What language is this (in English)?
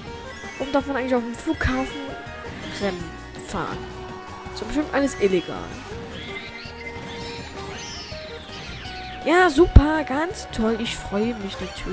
German